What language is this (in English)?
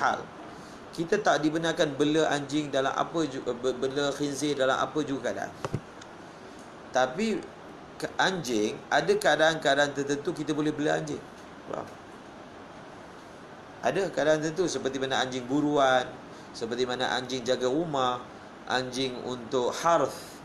Malay